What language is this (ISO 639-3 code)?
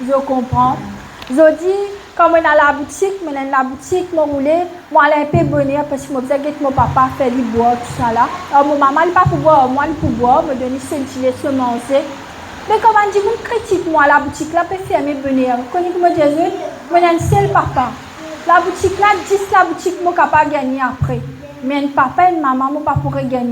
mfe